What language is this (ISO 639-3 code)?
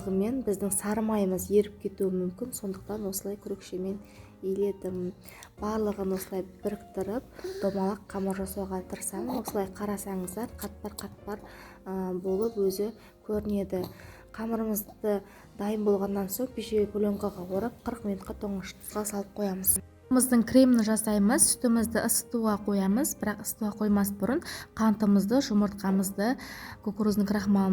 kaz